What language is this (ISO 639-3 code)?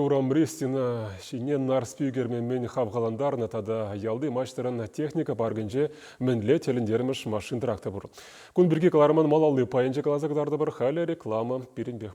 chv